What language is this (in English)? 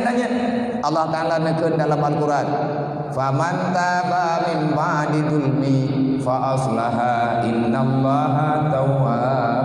Achinese